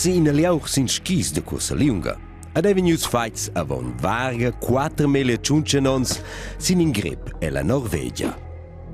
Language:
Romansh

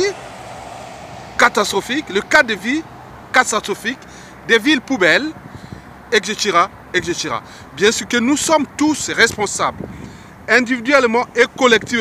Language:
French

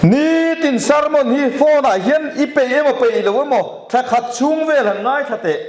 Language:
Mizo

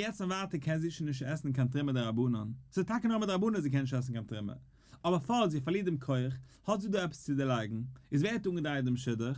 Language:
Yiddish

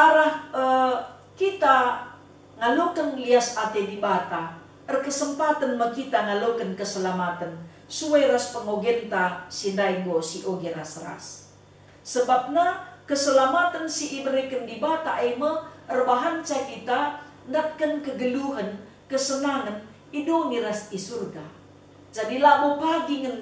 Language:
Batak Karo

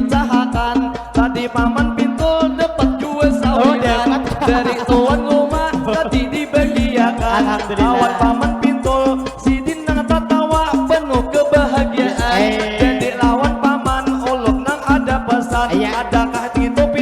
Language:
Banjar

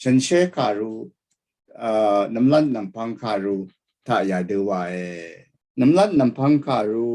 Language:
Rawang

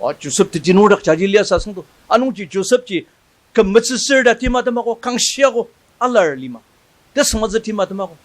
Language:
Ao Naga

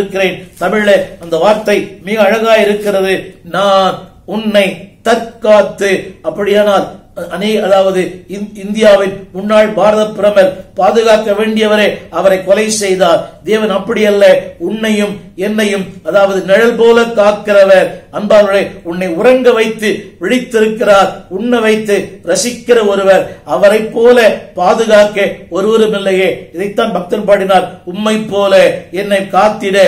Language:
Tamil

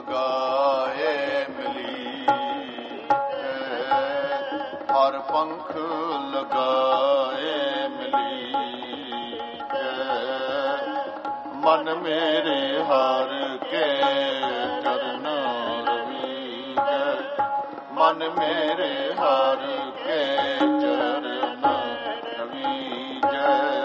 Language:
Punjabi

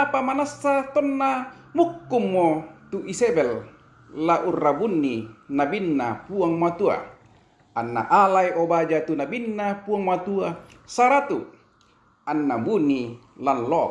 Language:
Toraja-Sa'dan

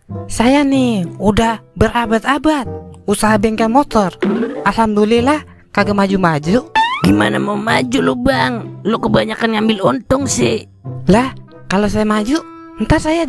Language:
Betawi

